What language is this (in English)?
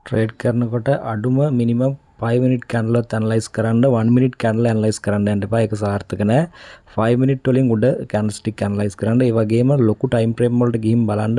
Sinhala